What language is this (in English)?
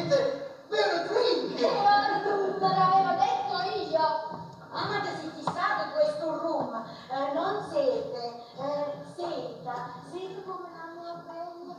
Neapolitan